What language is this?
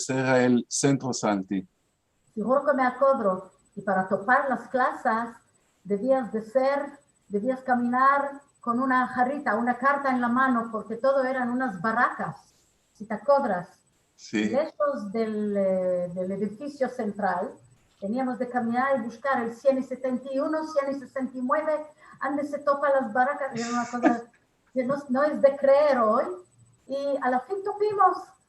Ladino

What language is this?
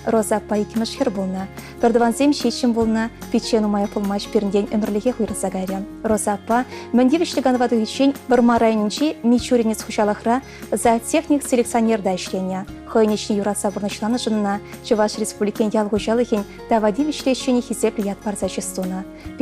Chuvash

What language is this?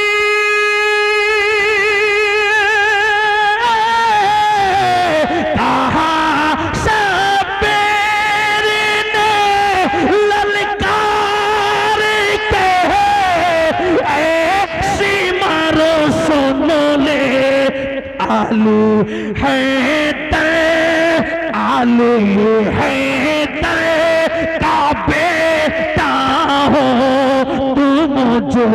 Hindi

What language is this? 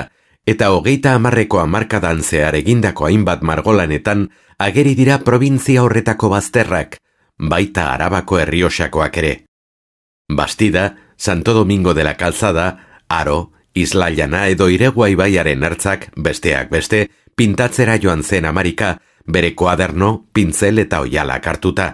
Basque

